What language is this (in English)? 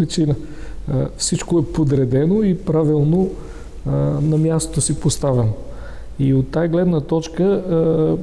Bulgarian